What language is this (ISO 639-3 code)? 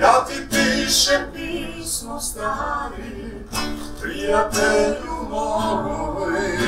bos